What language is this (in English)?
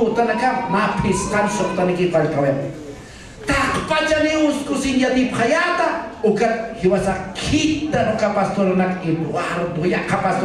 Aymara